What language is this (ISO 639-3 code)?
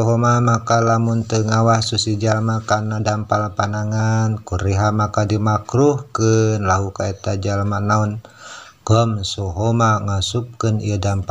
sun